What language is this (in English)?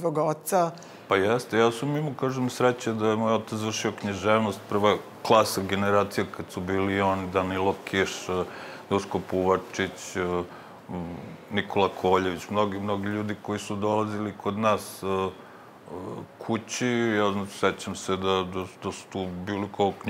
Serbian